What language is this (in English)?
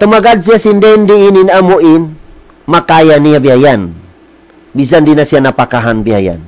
Tausug